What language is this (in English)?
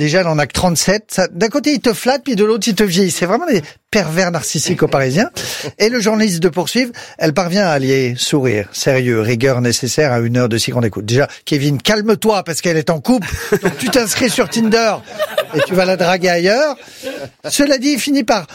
French